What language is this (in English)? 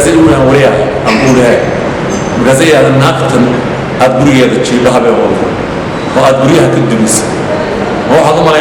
Somali